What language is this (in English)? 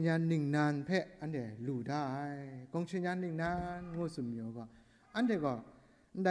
Kachin